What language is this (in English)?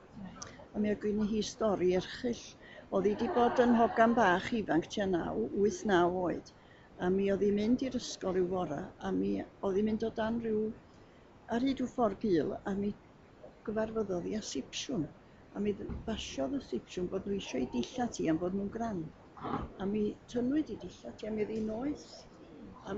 Welsh